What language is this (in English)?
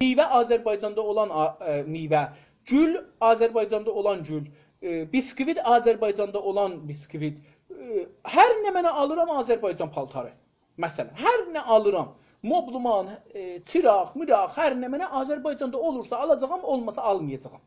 South Azerbaijani